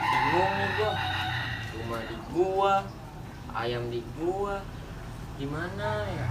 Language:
Betawi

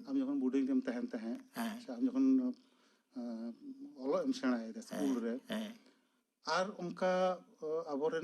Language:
Santali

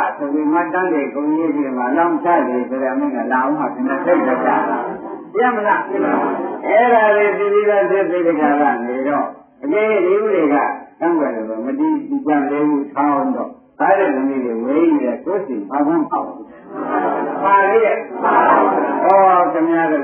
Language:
Burmese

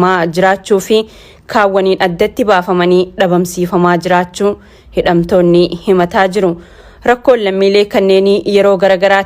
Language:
Oromo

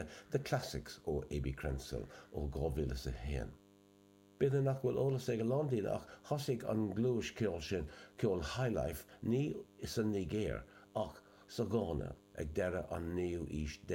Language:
Irish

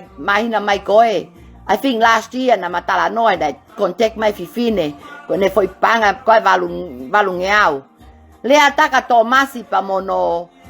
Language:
Tongan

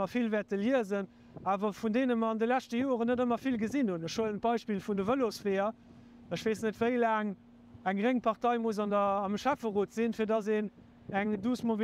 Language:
Luxembourgish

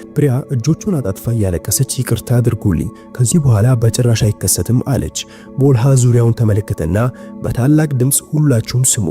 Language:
Amharic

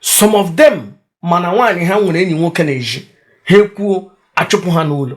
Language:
Igbo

